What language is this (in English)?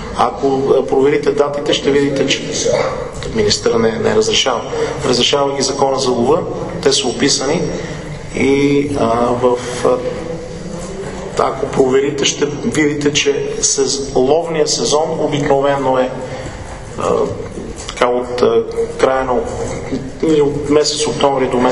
Bulgarian